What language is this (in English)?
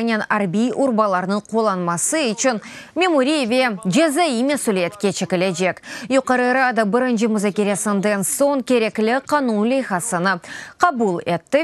Crimean Tatar